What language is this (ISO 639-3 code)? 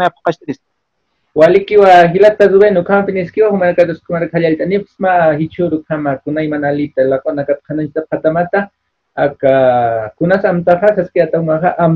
aym